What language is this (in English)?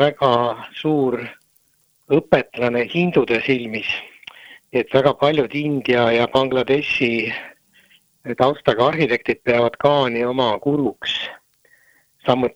Estonian